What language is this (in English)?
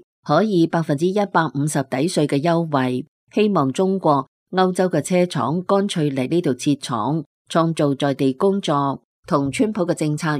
Cantonese